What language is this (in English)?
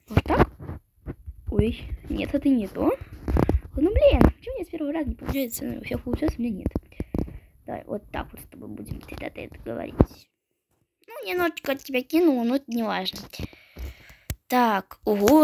Russian